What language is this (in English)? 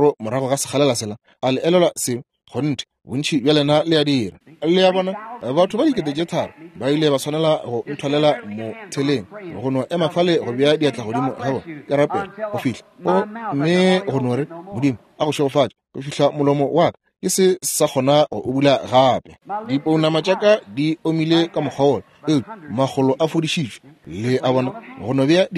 Northern Sotho